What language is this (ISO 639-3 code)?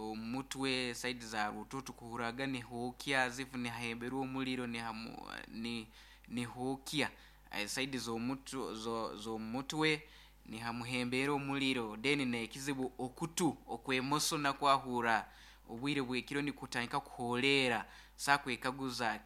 nyo